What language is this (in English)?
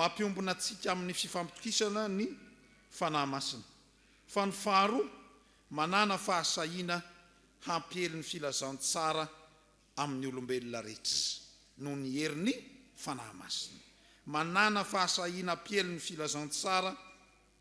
Malagasy